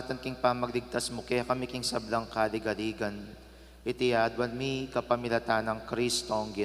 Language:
Pampanga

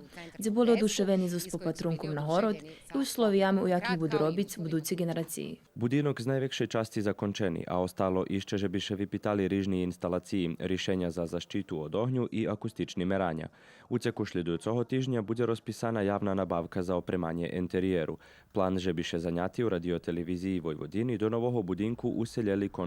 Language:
Rusyn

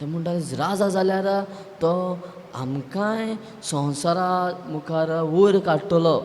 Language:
Konkani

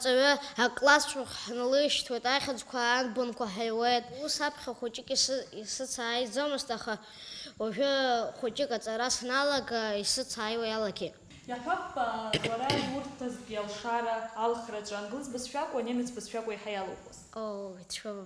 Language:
Abkhazian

